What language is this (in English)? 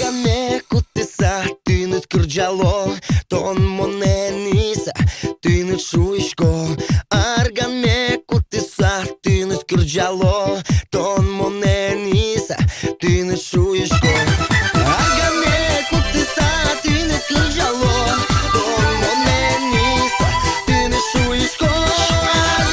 Udmurt